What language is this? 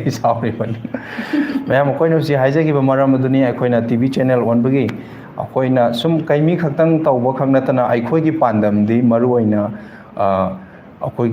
Manipuri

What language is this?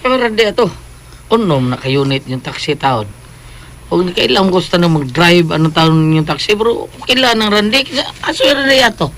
Cebuano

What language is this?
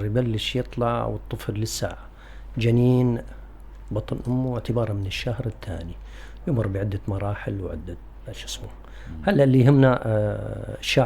North Levantine Arabic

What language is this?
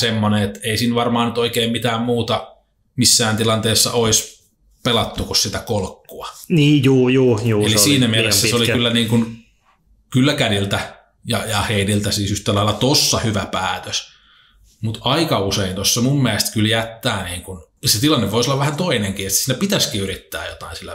Finnish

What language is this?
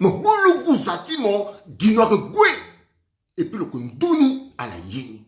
Sango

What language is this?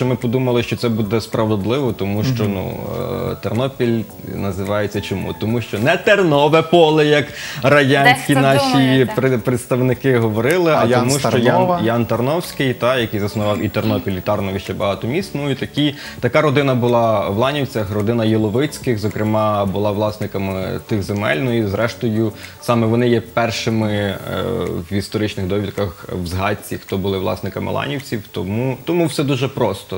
Ukrainian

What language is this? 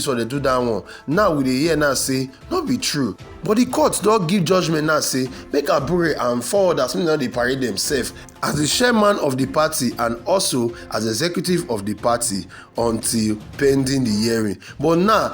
Nigerian Pidgin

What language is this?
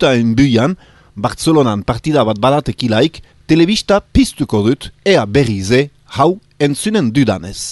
Basque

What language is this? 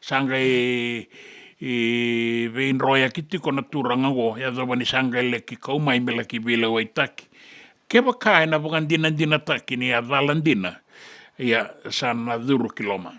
Fijian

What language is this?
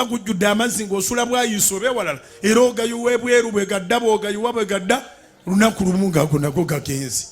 Ganda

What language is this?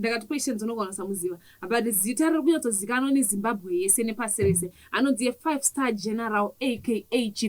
Shona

